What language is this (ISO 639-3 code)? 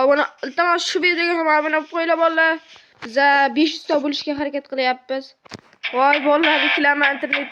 uzb